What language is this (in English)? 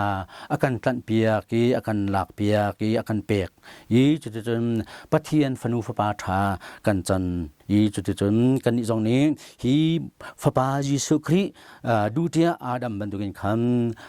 Hakha Chin